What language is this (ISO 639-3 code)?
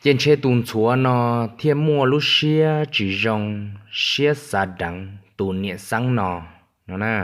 hmn